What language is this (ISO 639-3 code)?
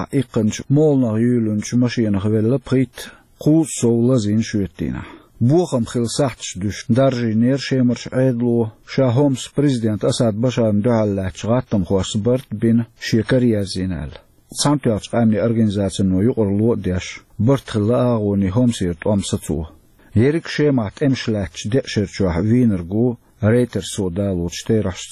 che